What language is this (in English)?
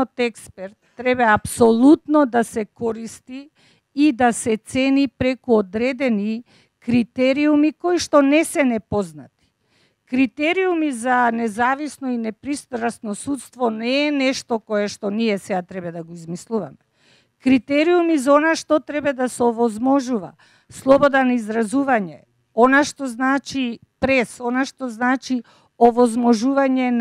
Macedonian